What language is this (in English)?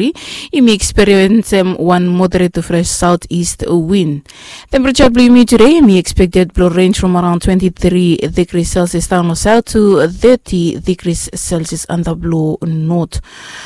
Bislama